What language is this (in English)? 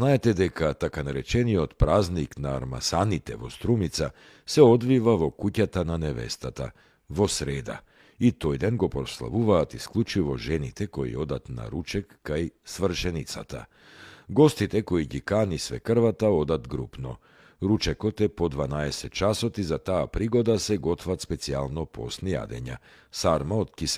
Macedonian